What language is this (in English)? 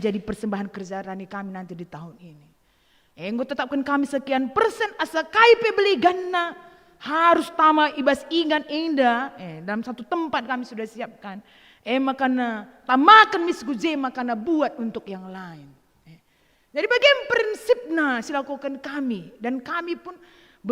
Batak Karo